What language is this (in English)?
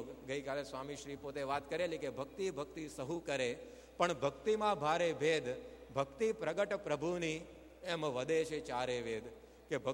Gujarati